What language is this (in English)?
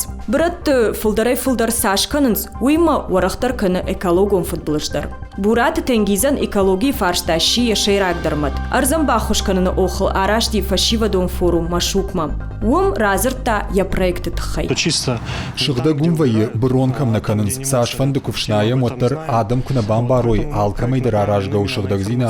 Ossetic